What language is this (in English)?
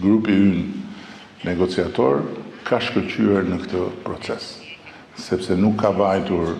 Albanian